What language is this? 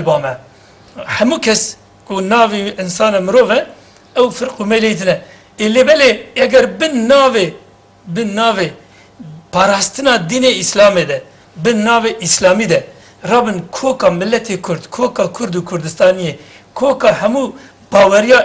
Kurdish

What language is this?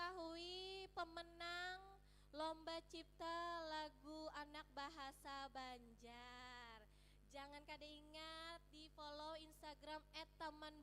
Banjar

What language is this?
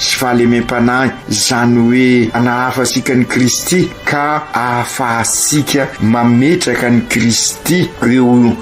Malagasy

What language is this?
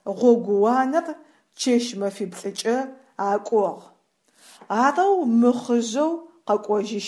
Adyghe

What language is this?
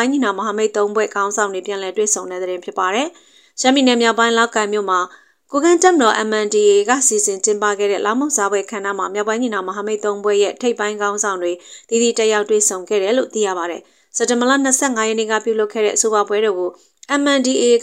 Burmese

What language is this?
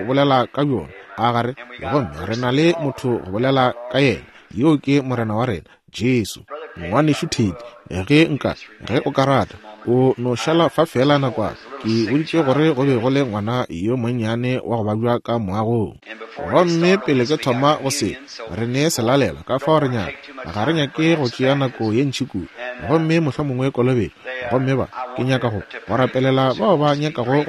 Northern Sotho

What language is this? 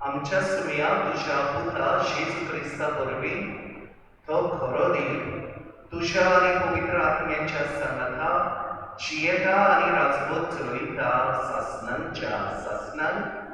Konkani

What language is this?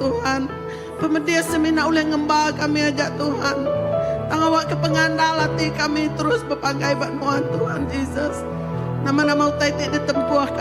Iban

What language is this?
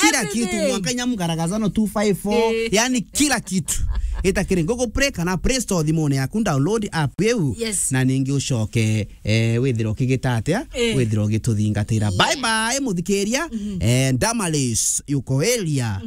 Meru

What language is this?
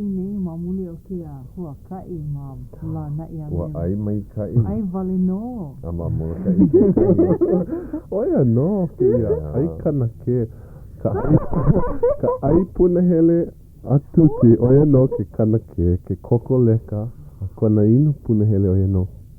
Hawaiian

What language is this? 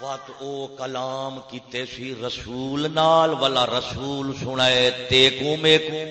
Saraiki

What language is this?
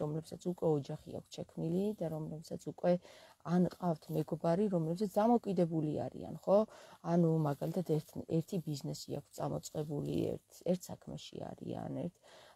Georgian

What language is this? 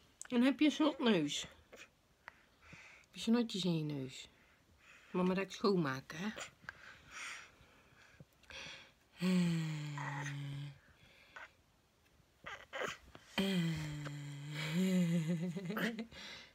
Dutch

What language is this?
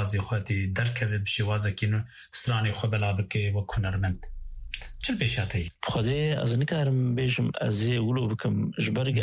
Kurdish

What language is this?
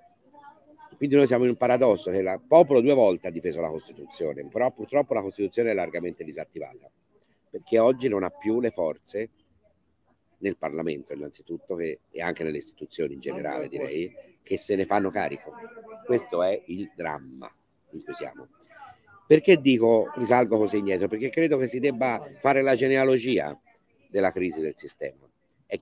Italian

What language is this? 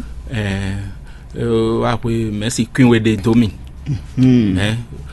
Fon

